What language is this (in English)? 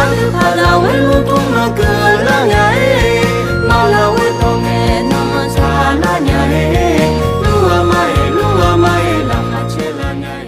Akha